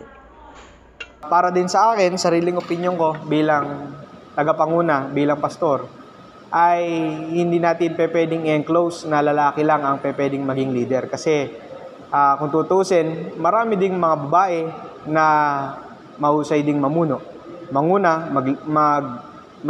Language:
Filipino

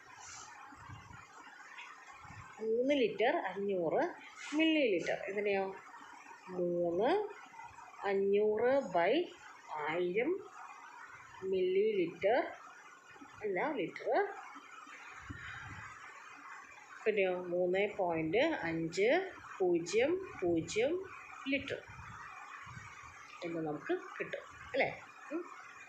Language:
Malayalam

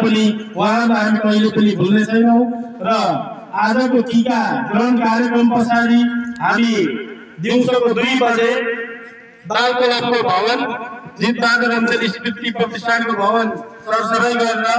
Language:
Nepali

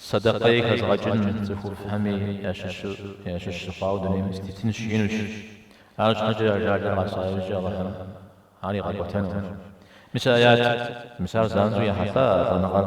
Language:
Kabardian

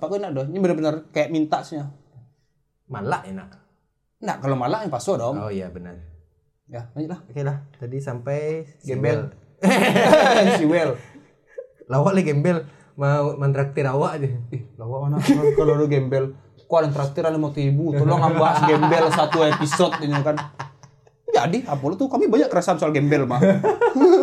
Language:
Indonesian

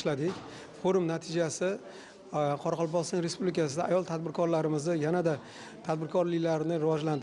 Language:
Uzbek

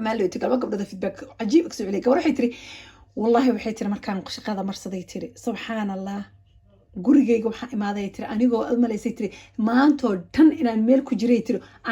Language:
Somali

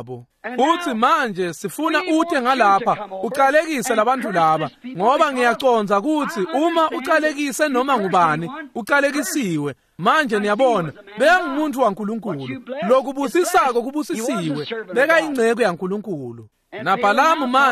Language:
Swati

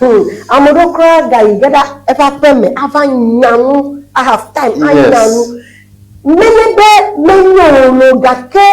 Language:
Ewe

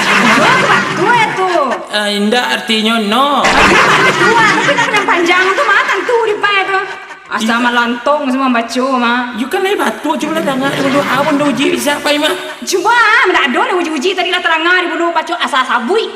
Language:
Minangkabau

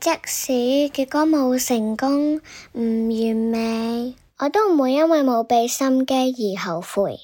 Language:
Cantonese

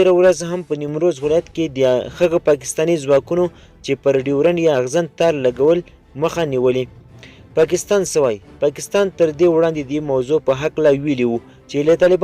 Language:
Pashto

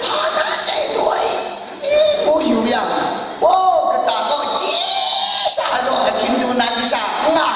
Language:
Kachin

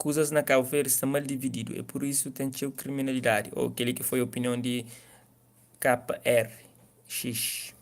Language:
Kabuverdianu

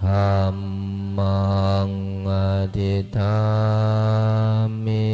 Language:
Pali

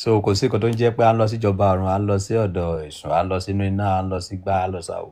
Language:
Yoruba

